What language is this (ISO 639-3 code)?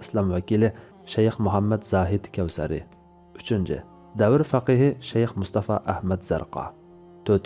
uig